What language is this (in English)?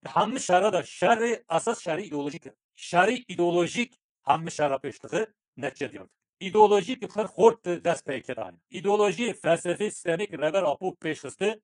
Kurdish